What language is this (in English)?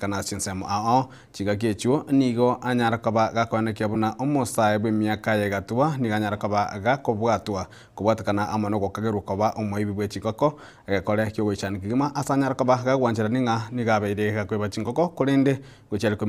Gusii